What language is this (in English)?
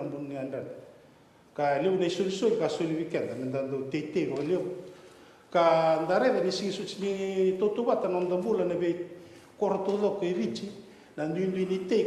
Fijian